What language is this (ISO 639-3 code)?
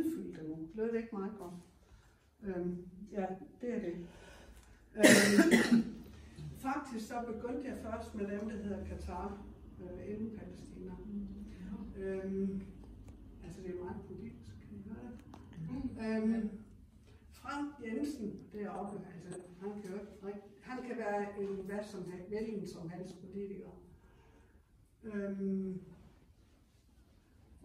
dan